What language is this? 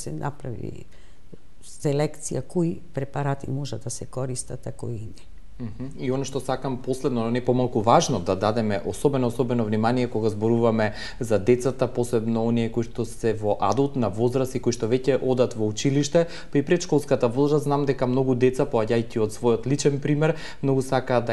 Macedonian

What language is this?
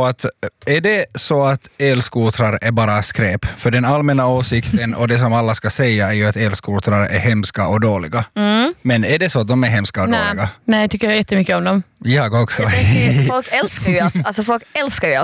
Swedish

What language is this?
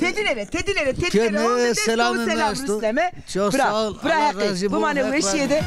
Zaza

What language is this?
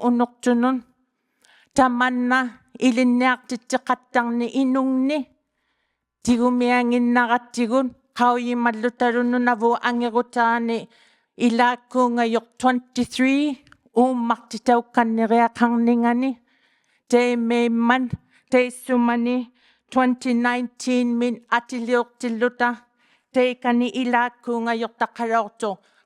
Inuktitut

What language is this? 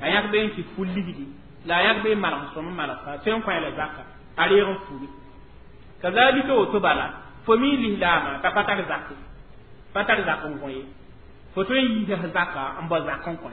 Mossi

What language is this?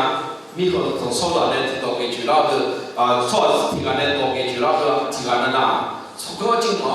Akha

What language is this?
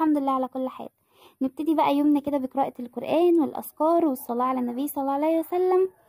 Egyptian Arabic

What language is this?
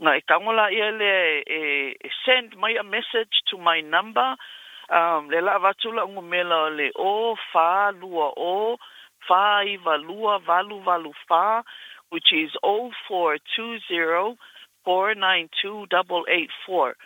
Samoan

